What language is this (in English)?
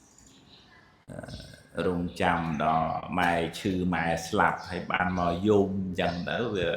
Khmer